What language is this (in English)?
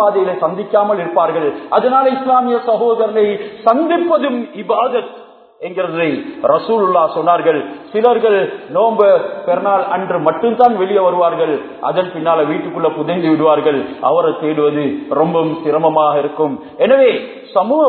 Tamil